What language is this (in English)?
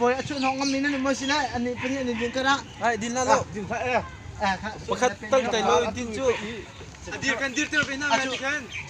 Hakha Chin